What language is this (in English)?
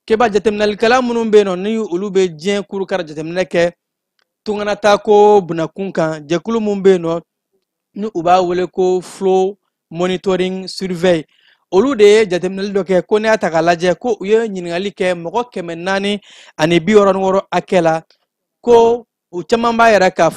Bambara